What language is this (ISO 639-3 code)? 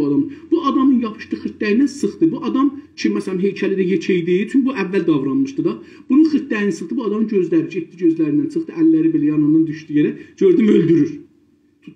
azb